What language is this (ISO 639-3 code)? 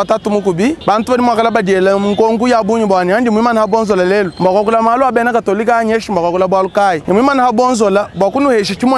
lua